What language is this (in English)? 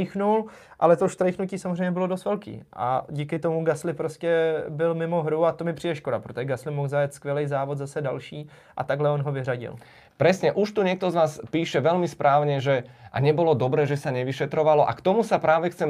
Czech